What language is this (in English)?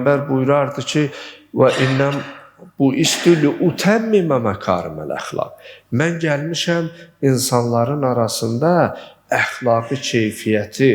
Azerbaijani